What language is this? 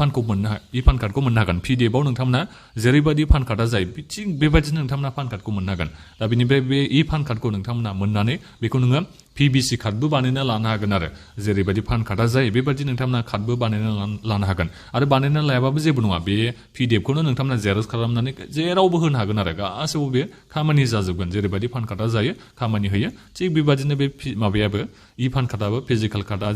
Bodo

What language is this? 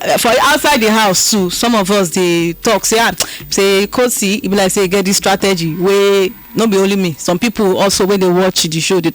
Nigerian Pidgin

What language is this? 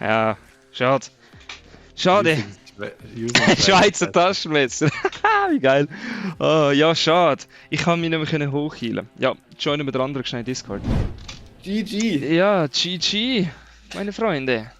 Swiss German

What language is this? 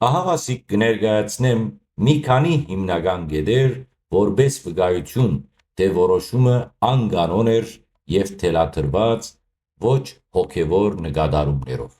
Western Armenian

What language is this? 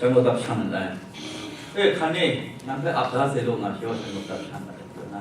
Kachin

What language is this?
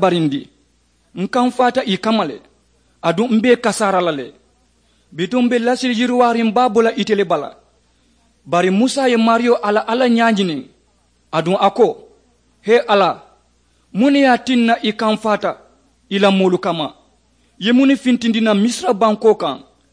Mandingo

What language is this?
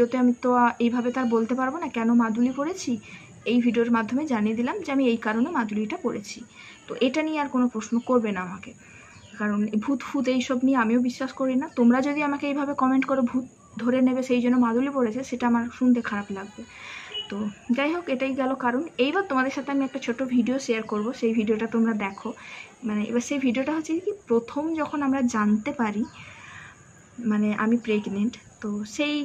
Bangla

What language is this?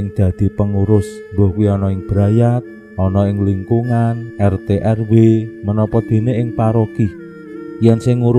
Javanese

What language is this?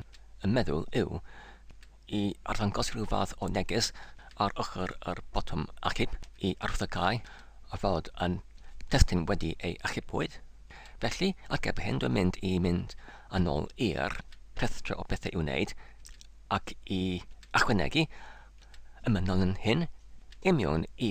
Welsh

